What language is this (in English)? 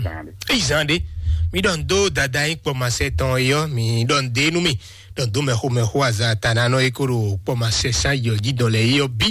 Fon